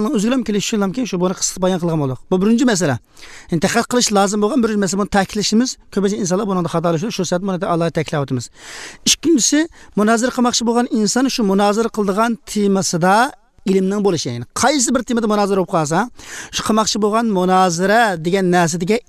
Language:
Uyghur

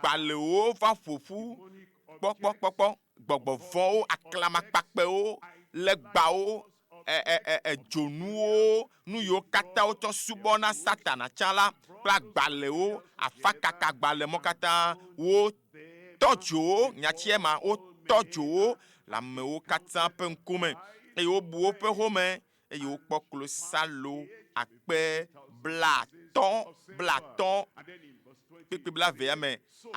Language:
Ewe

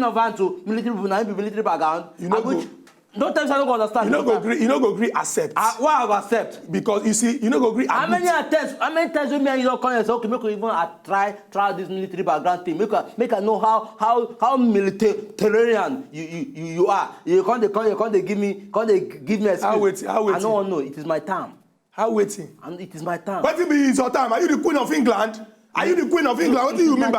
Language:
Nigerian Pidgin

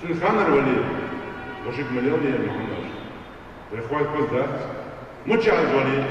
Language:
Ingush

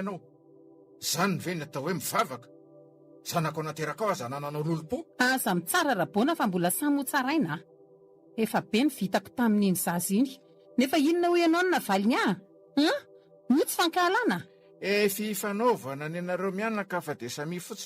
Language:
Malagasy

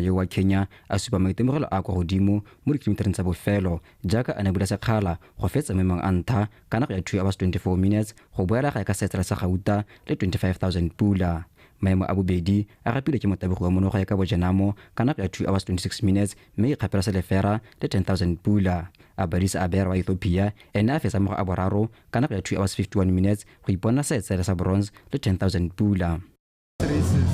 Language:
Tswana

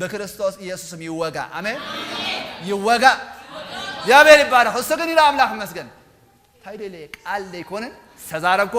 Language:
Tigrinya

